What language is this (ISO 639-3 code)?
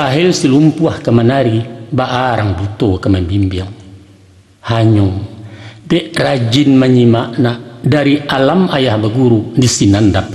min